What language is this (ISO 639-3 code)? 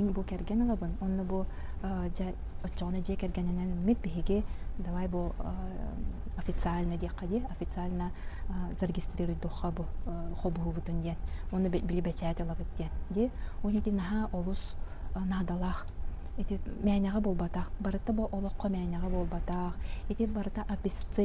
sah